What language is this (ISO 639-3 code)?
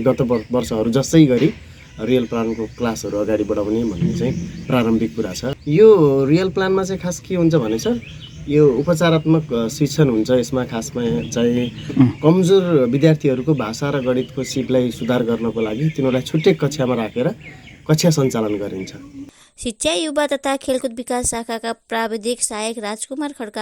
nep